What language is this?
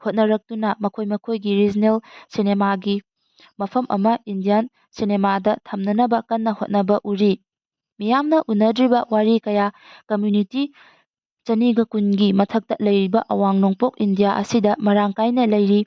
Manipuri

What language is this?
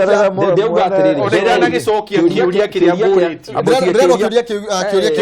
Kikuyu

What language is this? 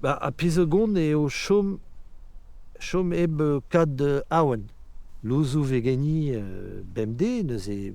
Breton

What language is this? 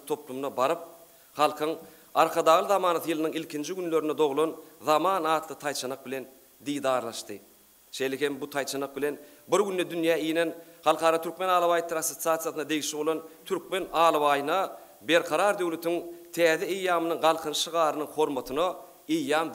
Turkmen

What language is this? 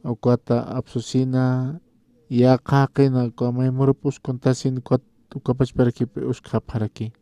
Aymara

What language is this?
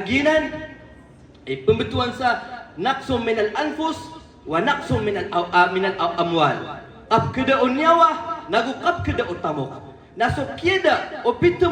Maranao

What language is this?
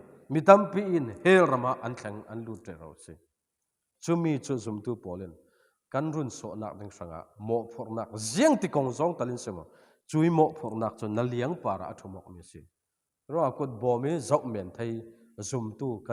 Falam Chin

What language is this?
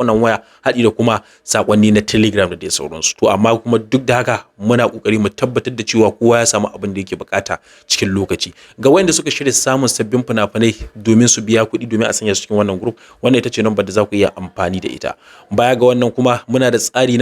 Hausa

